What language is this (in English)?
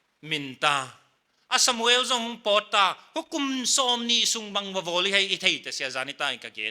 Paite Chin